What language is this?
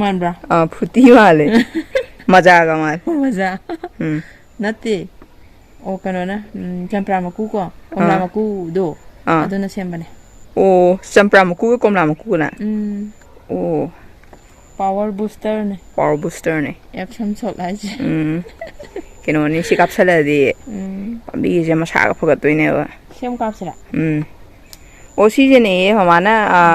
Manipuri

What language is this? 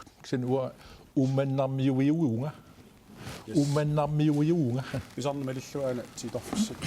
Kalaallisut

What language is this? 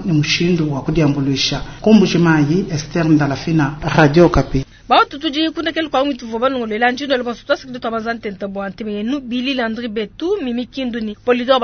Luba-Lulua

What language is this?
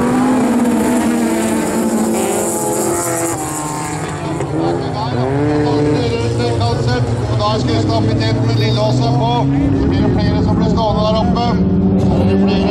Norwegian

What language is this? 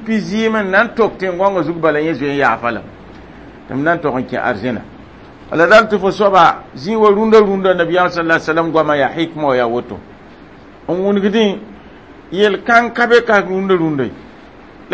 Mossi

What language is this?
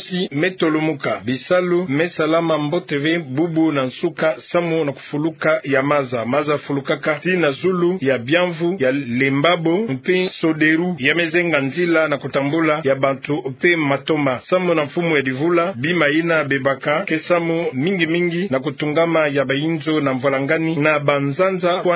Kituba (Democratic Republic of Congo)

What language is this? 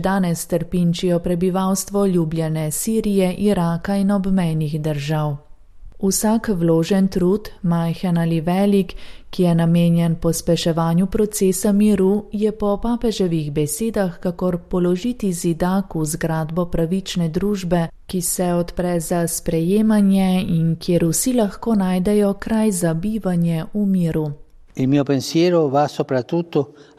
Slovenian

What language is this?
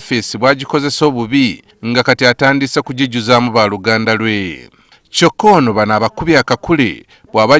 Ganda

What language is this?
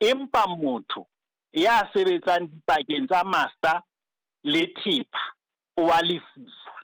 Southern Sotho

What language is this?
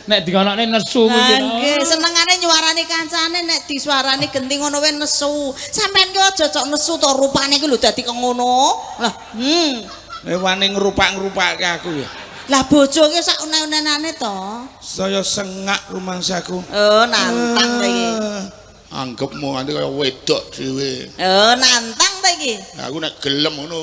Javanese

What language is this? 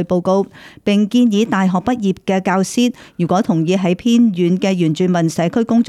Cantonese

